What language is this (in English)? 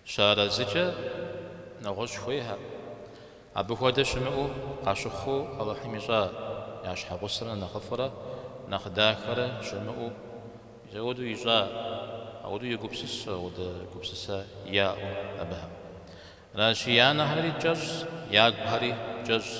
Kabardian